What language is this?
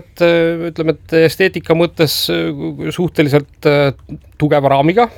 Estonian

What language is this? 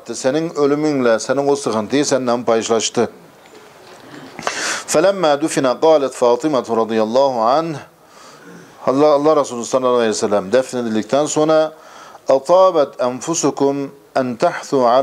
Turkish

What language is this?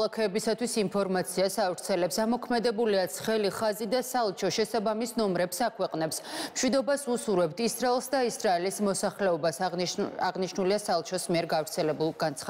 Georgian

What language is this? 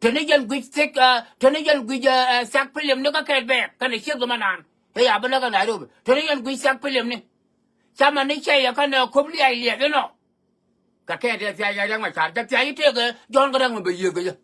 Nuer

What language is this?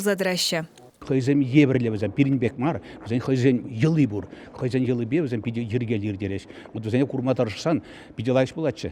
Chuvash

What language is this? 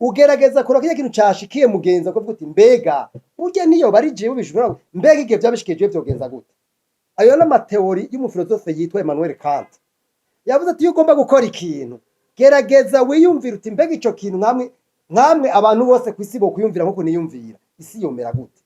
Rundi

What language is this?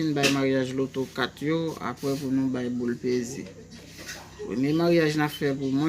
Haitian Creole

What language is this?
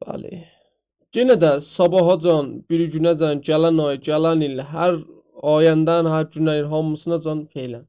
South Azerbaijani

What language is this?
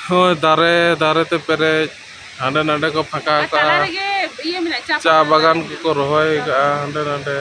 Santali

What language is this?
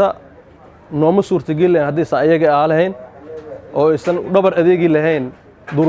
Somali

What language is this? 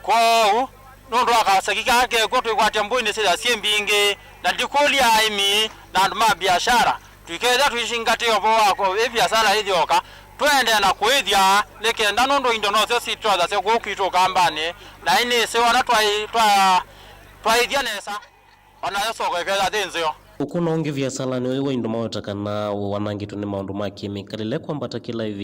Kamba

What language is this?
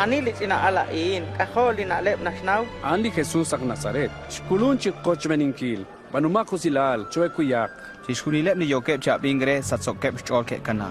Kekchí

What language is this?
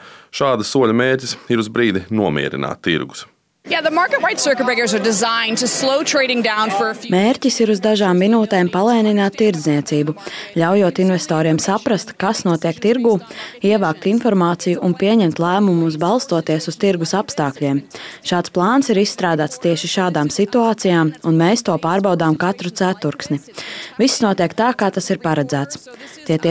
Latvian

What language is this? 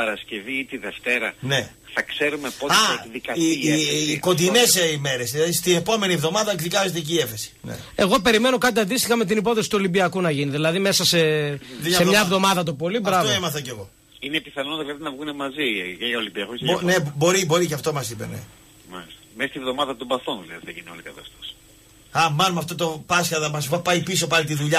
Greek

